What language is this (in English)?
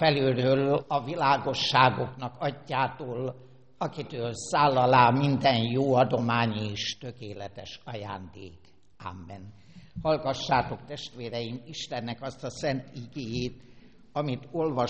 Hungarian